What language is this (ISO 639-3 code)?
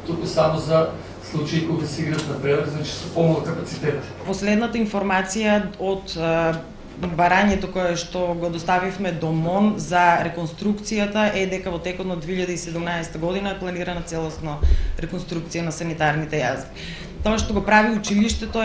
mkd